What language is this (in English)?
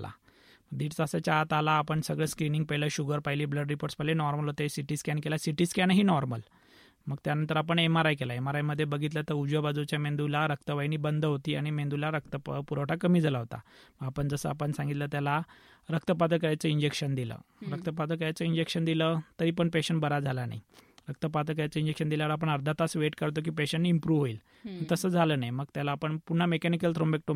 Marathi